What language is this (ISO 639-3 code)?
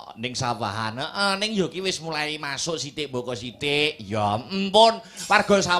jav